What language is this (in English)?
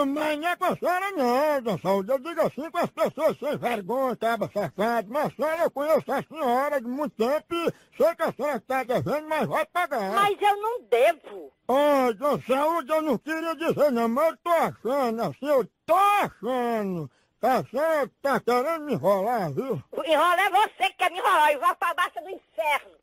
Portuguese